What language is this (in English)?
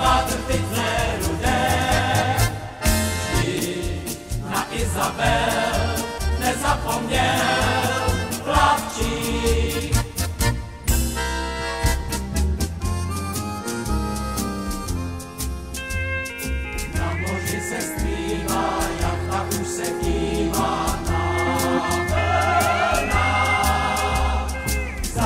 Czech